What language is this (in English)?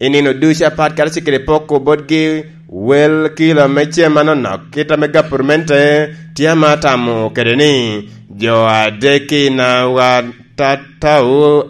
Lango (Uganda)